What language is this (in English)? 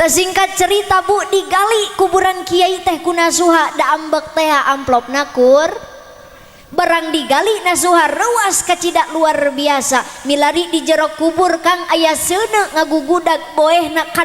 Sundanese